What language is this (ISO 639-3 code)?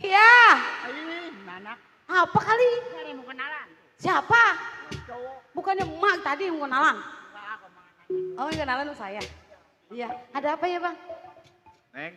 bew